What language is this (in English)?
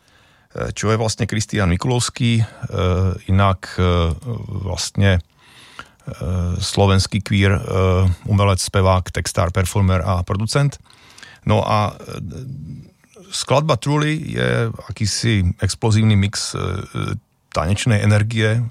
Slovak